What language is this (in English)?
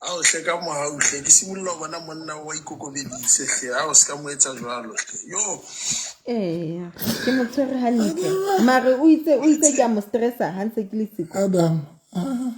Southern Sotho